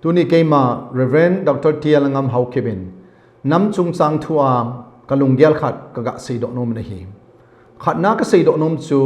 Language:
Thado Chin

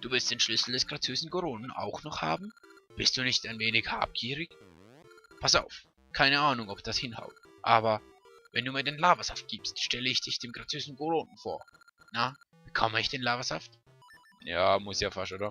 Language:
Swiss German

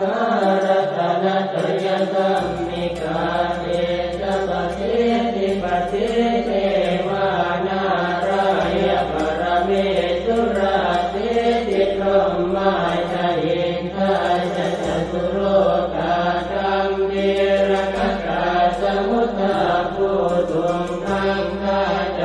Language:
Pali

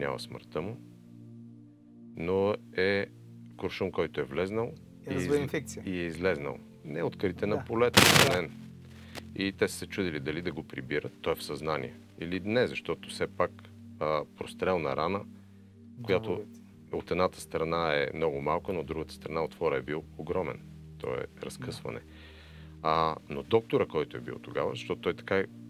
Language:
Bulgarian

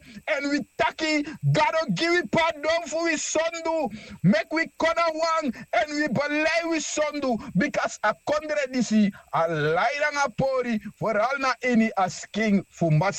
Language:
Sranan Tongo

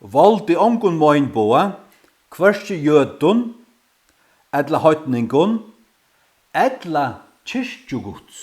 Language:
Faroese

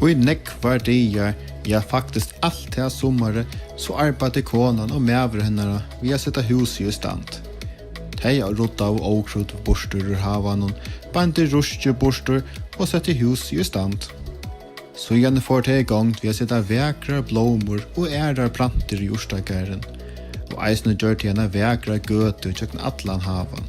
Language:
Faroese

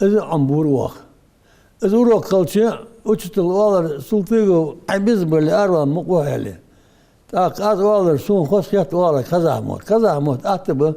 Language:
Ingush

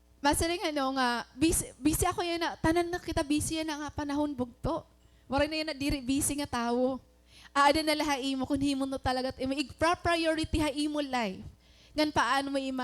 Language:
Waray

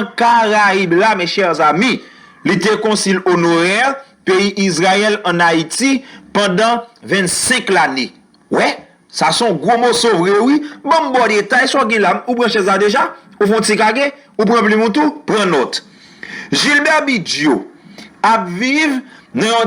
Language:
Haitian Creole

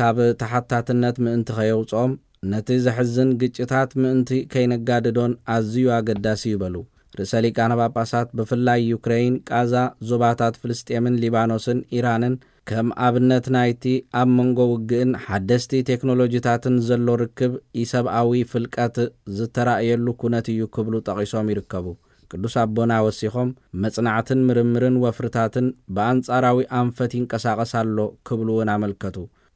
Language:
Tigrinya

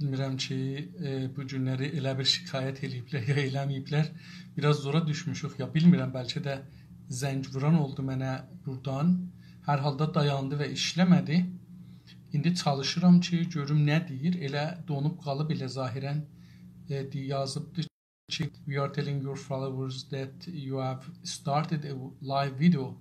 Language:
South Azerbaijani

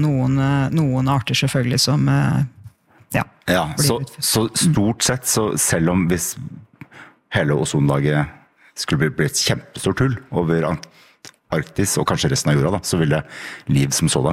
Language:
Norwegian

